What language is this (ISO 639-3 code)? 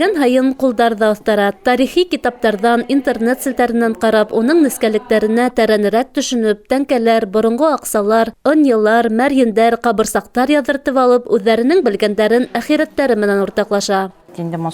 bak